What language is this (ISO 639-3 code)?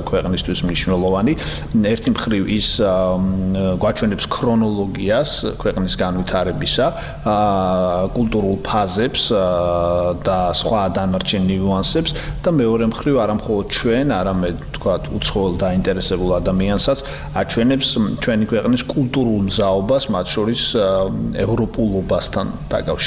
kat